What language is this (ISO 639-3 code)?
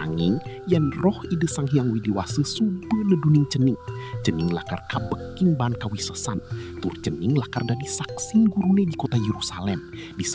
ban